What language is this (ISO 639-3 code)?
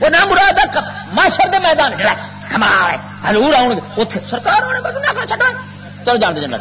lah